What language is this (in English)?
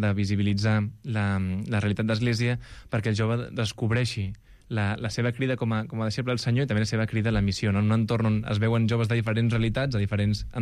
Catalan